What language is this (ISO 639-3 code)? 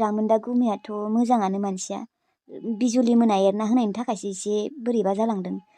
brx